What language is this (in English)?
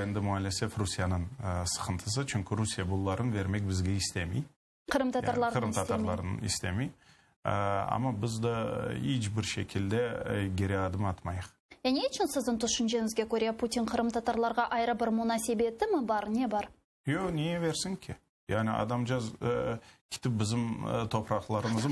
Crimean Tatar